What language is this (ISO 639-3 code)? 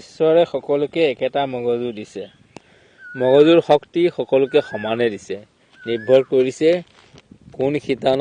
asm